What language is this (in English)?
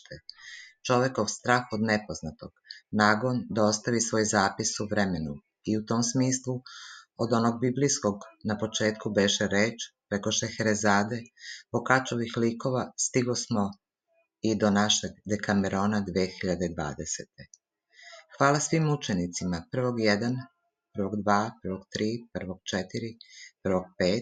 Serbian